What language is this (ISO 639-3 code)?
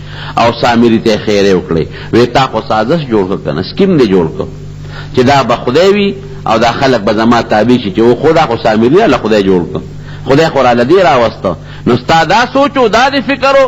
pus